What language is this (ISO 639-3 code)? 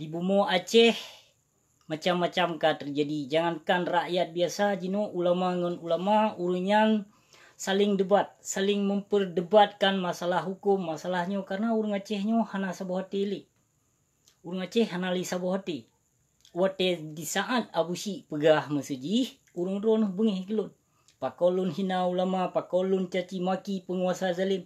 ace